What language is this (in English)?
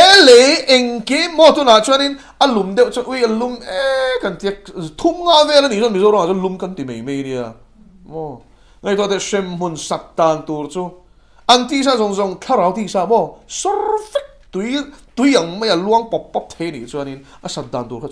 Mizo